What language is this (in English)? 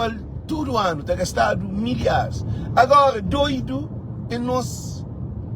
Kabuverdianu